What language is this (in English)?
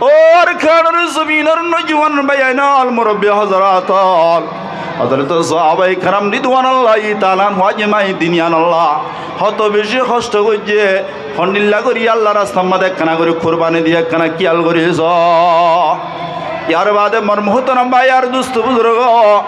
Rohingya